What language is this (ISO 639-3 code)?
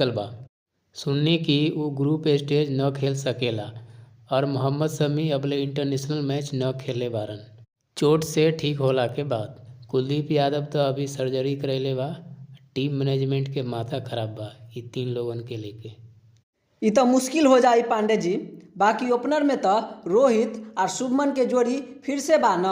bho